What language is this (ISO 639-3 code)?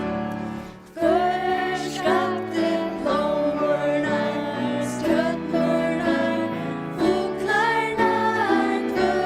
fao